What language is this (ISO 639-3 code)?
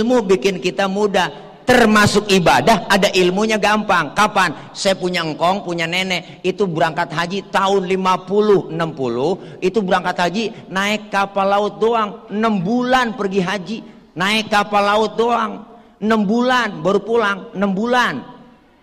bew